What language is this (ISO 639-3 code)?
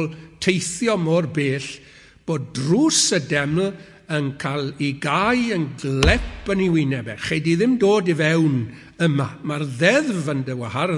cym